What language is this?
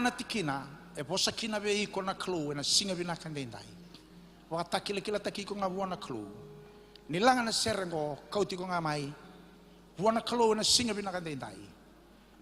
Fijian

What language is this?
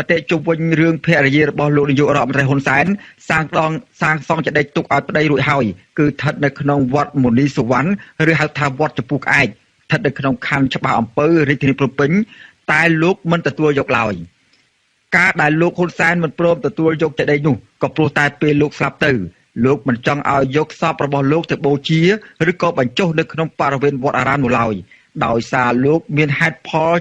Khmer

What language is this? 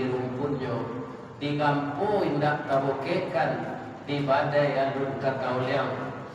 Minangkabau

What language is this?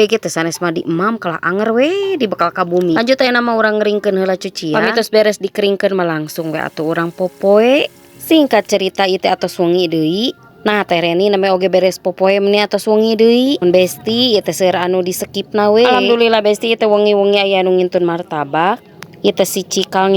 Sundanese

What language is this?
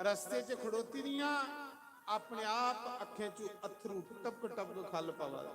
Dogri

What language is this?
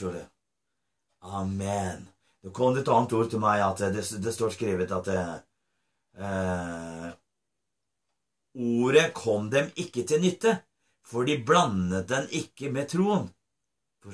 Norwegian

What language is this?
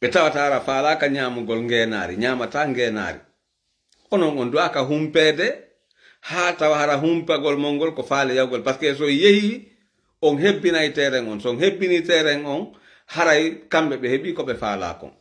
Fula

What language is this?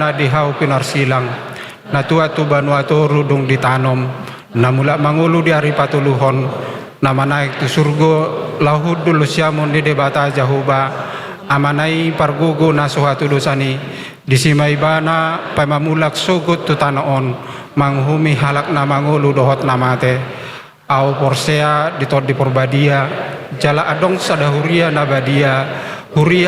Batak Toba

